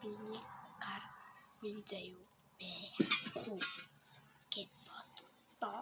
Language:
Mongolian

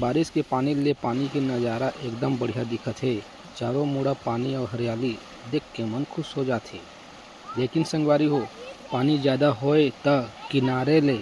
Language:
Chhattisgarhi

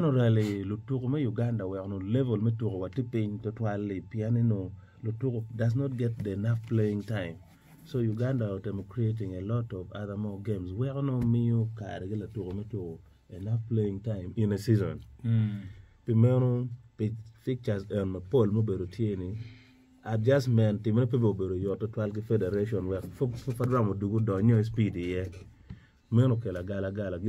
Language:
Acoli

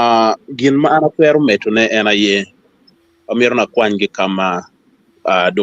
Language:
Acoli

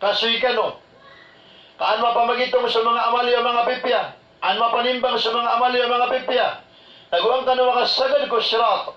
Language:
Maranao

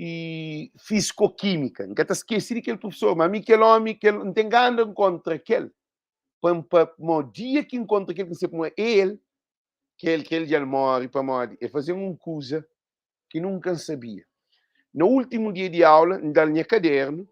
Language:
Kabuverdianu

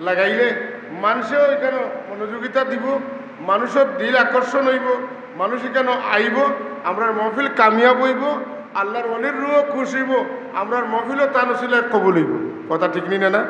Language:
Sylheti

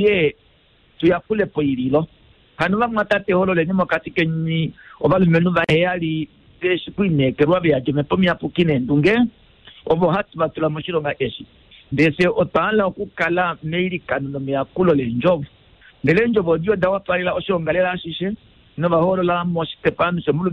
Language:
Kuanyama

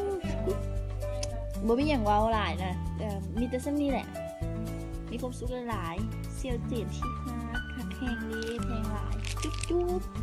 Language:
Lao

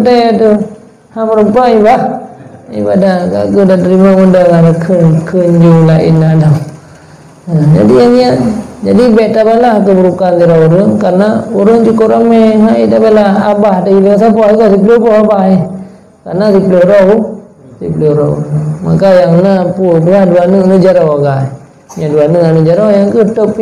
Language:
Achinese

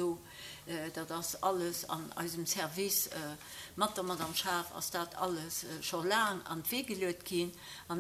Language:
Luxembourgish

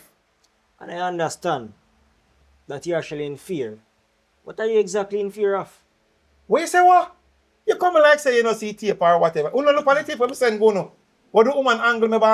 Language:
Jamaican Creole English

